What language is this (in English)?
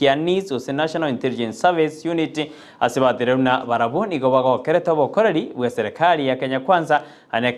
Gusii